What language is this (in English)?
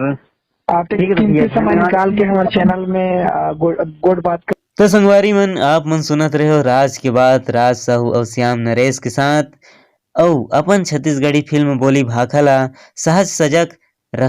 Chhattisgarhi